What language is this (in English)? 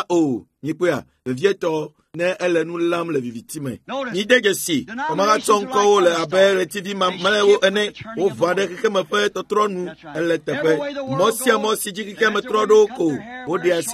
Ewe